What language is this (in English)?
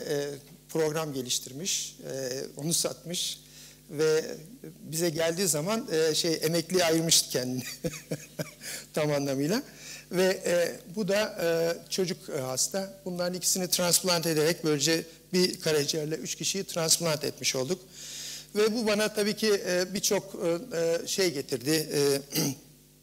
Turkish